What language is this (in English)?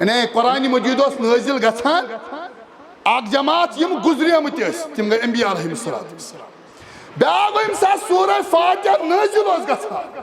Kashmiri